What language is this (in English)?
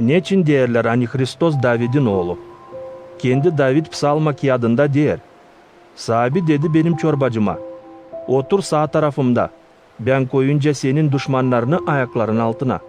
Gagauz